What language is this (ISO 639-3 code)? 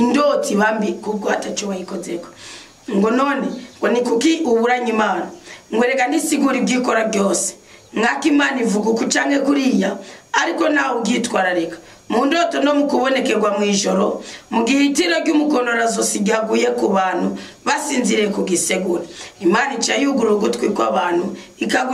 run